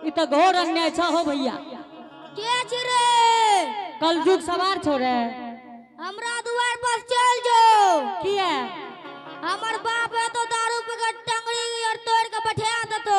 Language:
Angika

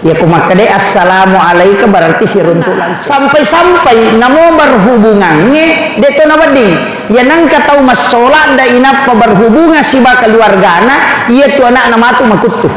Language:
Buginese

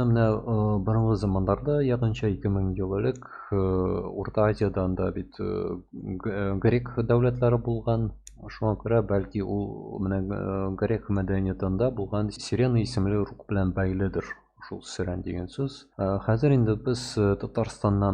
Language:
Tatar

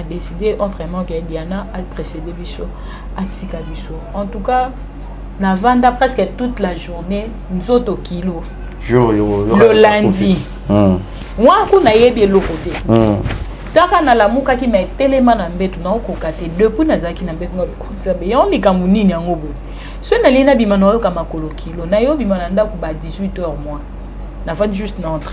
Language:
Lingala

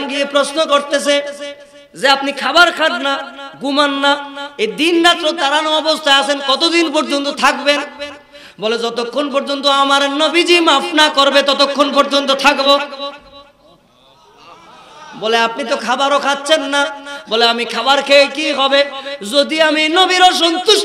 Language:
Bangla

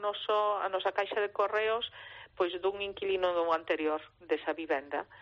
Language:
Galician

